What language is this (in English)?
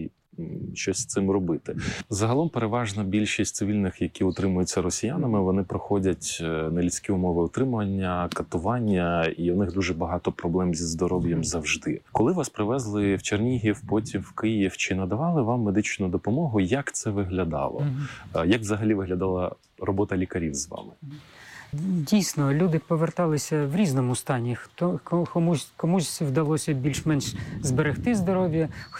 Ukrainian